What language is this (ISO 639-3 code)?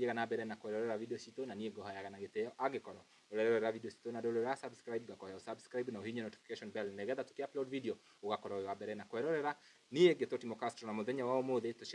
kik